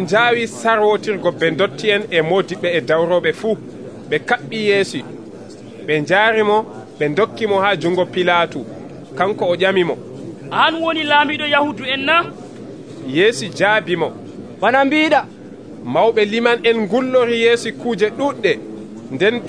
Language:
Nigerian Fulfulde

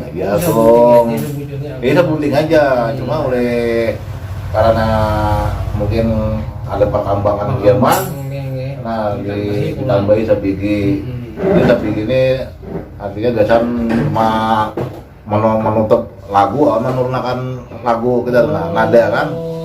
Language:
Banjar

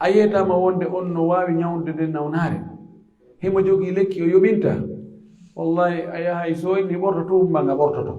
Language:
Pular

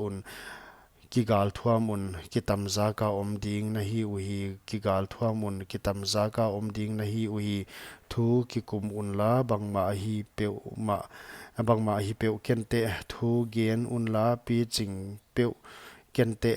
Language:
Paite Chin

